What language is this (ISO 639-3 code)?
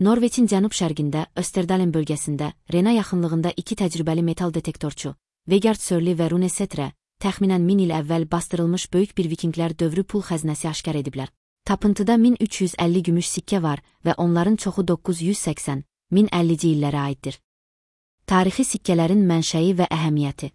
aze